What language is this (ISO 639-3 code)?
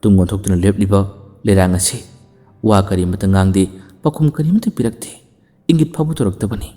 mni